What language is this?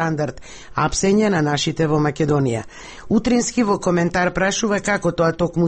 Macedonian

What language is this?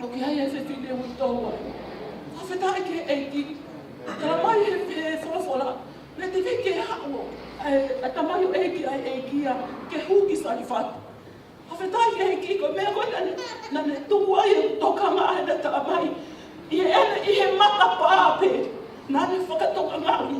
Tongan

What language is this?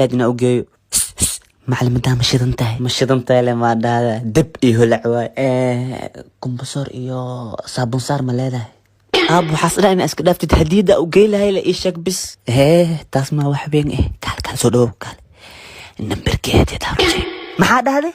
Somali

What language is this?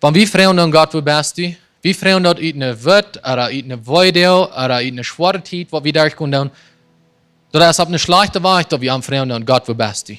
Plautdietsch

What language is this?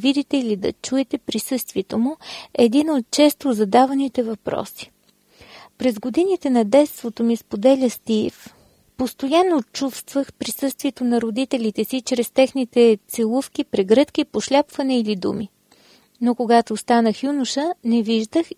Bulgarian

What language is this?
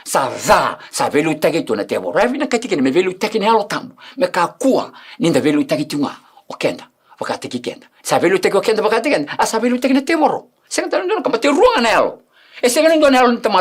Fijian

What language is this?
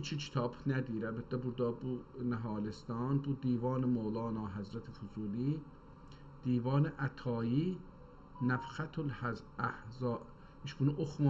South Azerbaijani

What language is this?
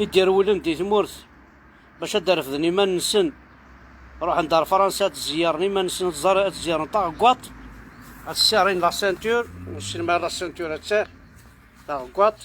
Kabyle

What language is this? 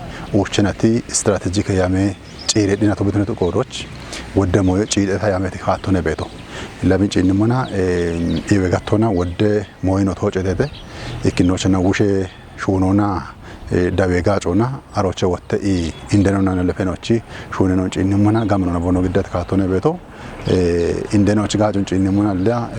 Kafa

